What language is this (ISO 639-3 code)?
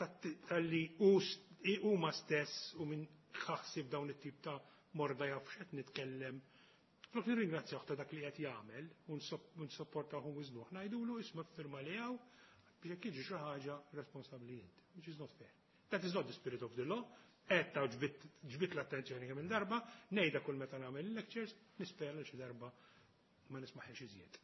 mlt